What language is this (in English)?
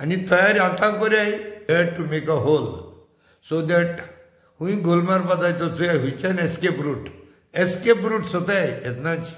Konkani